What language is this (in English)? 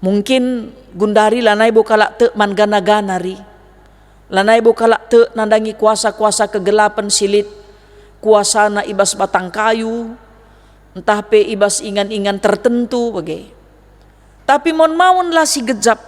Batak Karo